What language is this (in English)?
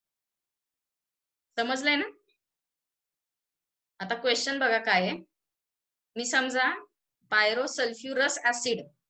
Marathi